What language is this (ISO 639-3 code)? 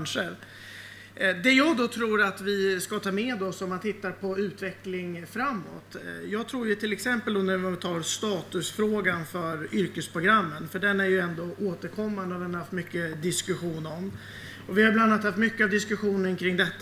swe